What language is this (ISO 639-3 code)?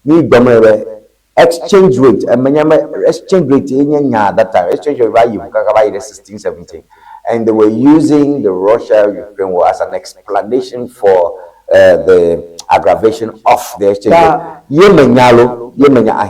ewe